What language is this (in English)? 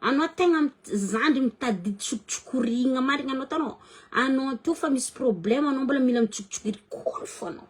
Malagasy